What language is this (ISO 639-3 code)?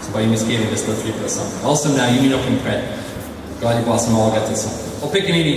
tpi